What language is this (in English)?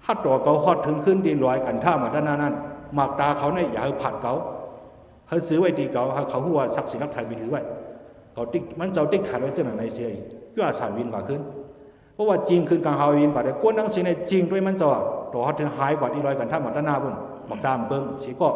Shan